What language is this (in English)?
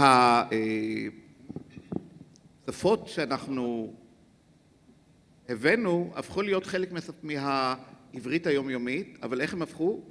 Hebrew